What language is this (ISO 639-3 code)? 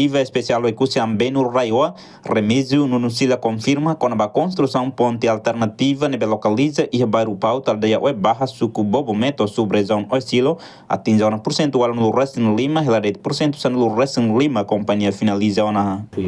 tet